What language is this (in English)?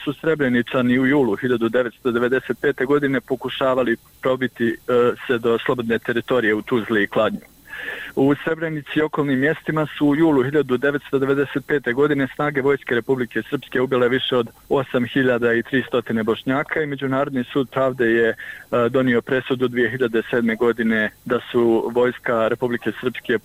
Bosnian